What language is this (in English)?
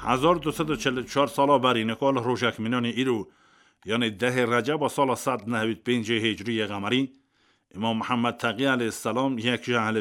Kurdish